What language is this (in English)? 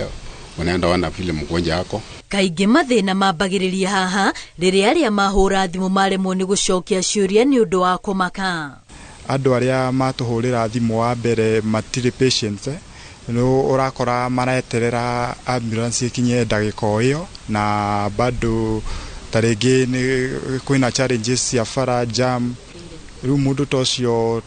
Kikuyu